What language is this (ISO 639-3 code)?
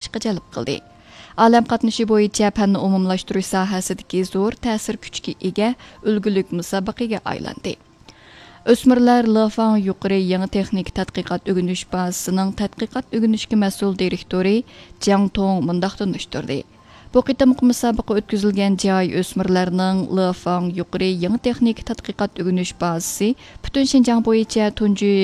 uig